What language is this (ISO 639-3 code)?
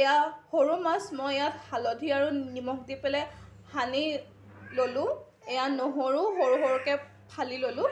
asm